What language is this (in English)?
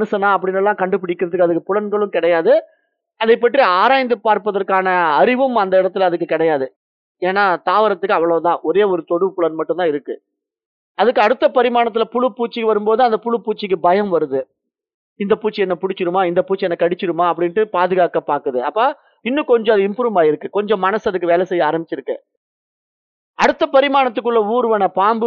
Tamil